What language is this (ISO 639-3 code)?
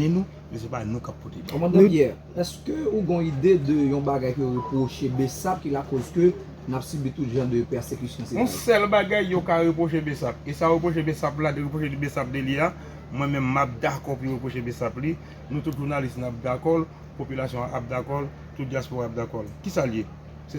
hat